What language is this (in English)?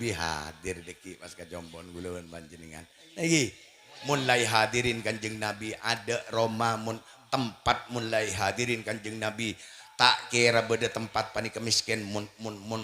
Madurese